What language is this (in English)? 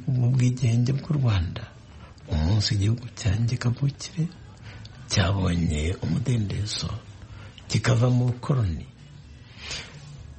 Kinyarwanda